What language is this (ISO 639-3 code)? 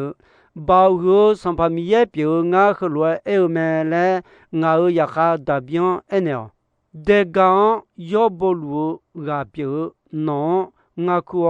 ahk